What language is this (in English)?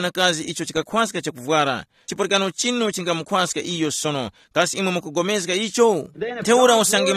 Tumbuka